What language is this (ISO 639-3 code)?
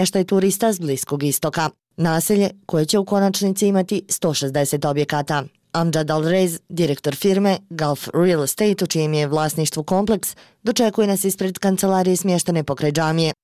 bos